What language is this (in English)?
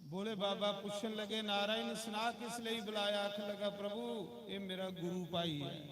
Dogri